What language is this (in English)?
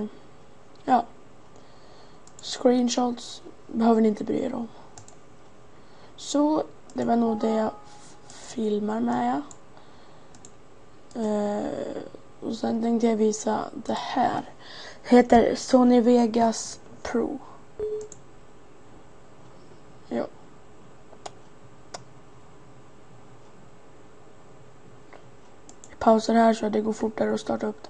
Swedish